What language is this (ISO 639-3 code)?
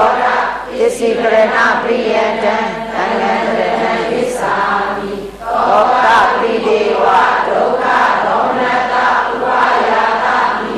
mya